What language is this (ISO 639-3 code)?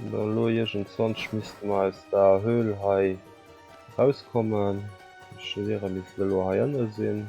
ltz